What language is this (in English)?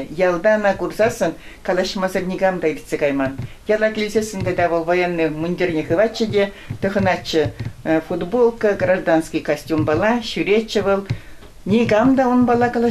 Chuvash